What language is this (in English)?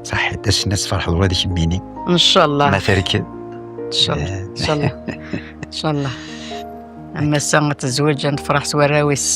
Kabyle